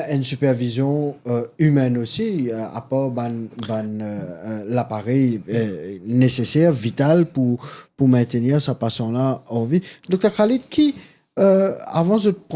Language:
Morisyen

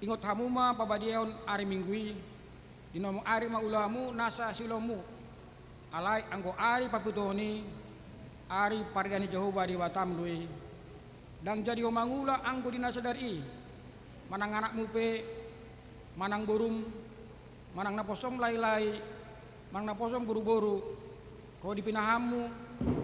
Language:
Batak Toba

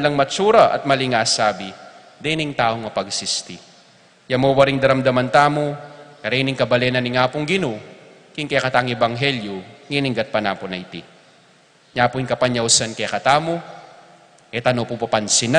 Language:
Pampanga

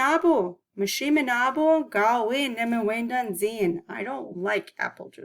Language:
Chippewa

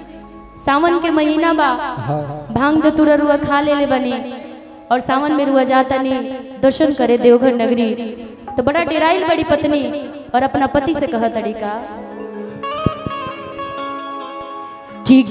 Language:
Bhojpuri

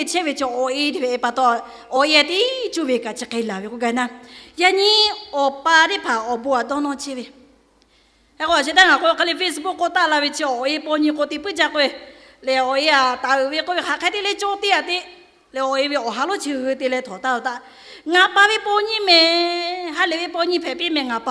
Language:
Lahu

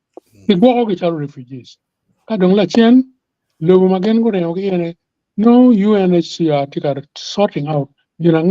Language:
Acoli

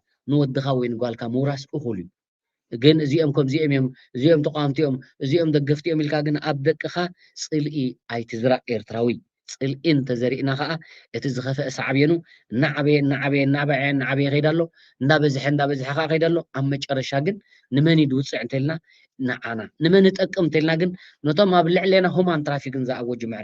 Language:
Tigrinya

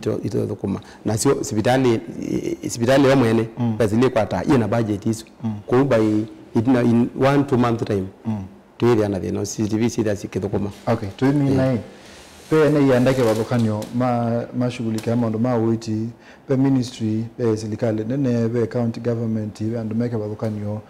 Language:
Kamba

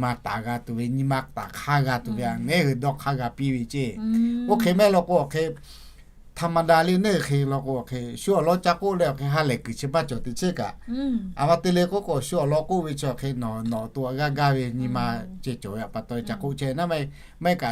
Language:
Lahu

